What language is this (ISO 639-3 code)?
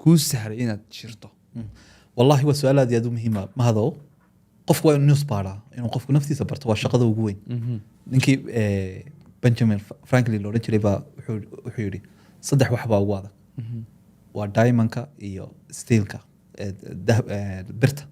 som